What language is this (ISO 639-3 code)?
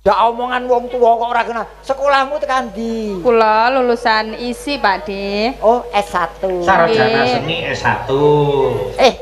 jav